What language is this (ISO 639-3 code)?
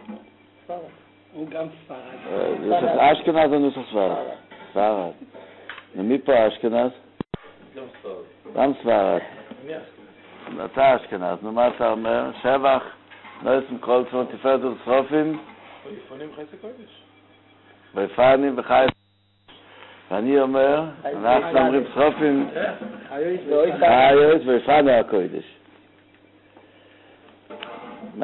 heb